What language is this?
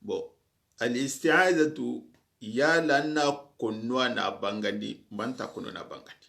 Soninke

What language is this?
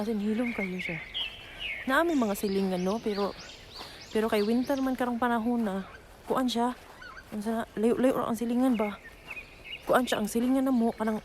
Cebuano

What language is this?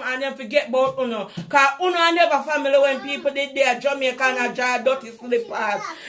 Jamaican Creole English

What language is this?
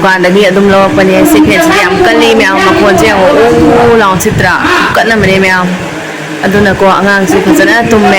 Manipuri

